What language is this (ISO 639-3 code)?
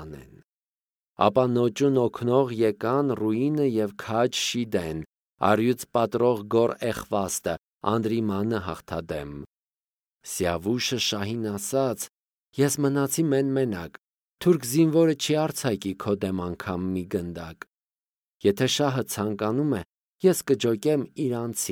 hye